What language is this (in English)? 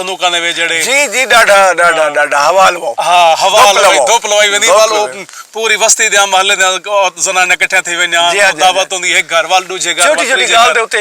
Saraiki